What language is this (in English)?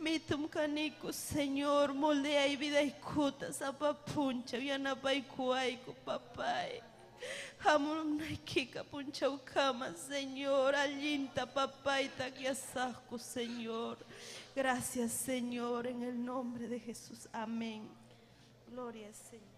Ayacucho Quechua